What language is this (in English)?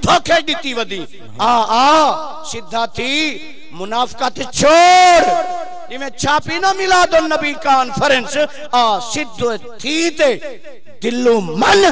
Saraiki